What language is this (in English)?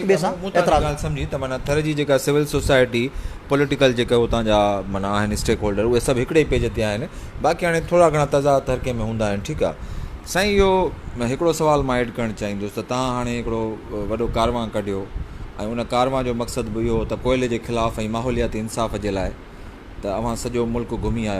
Sindhi